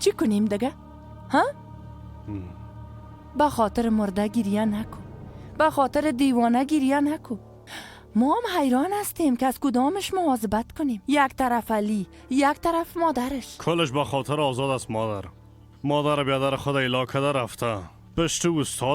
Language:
Persian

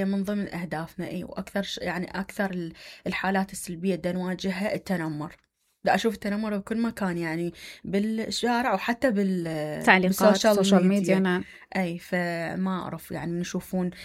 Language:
Mesopotamian Arabic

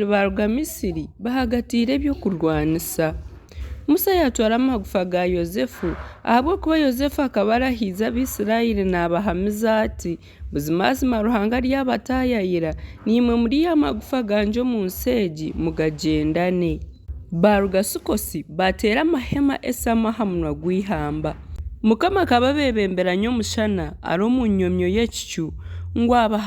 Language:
Nyankole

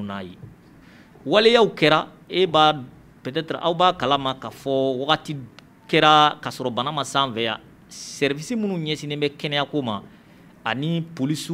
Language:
Bambara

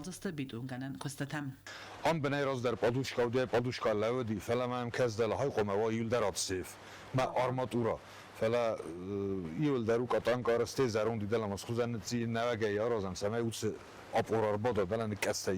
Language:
Ossetic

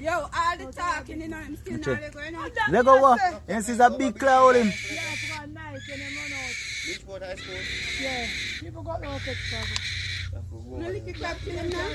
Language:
Jamaican Creole English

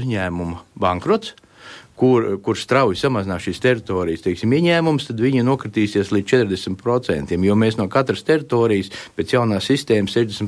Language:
Latvian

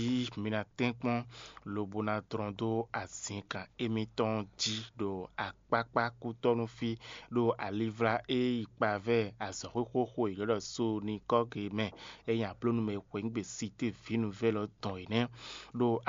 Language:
Fon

